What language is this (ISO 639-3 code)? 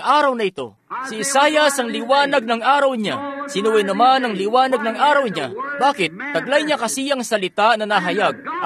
fil